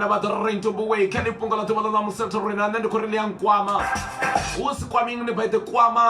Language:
Venda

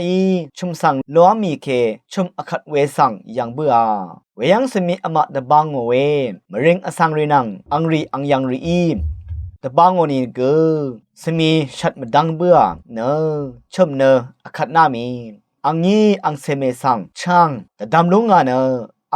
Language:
Rawang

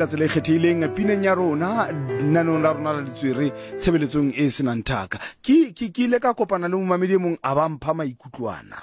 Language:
Southern Sotho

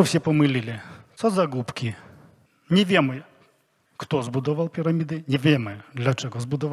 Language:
Polish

